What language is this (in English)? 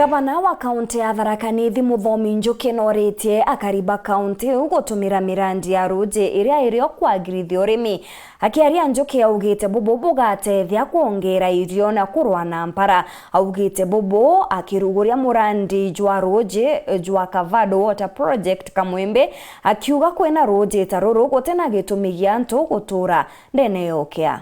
Meru